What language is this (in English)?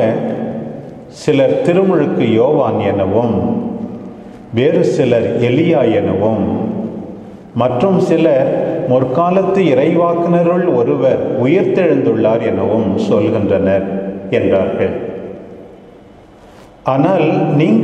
Tamil